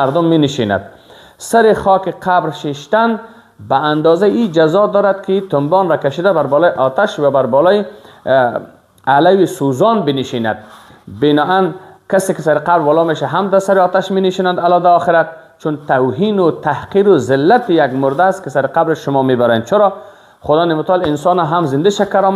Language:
Persian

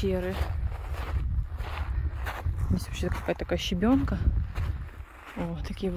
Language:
Russian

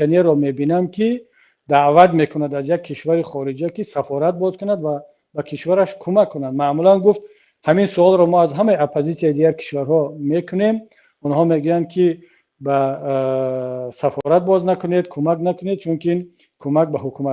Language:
Tajik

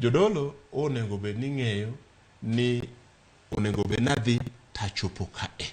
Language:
Luo (Kenya and Tanzania)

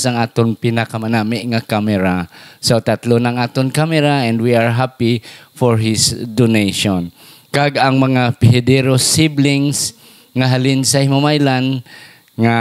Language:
Hiligaynon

